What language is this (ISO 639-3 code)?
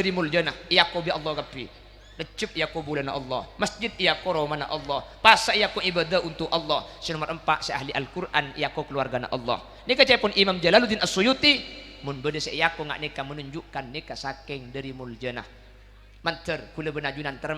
mad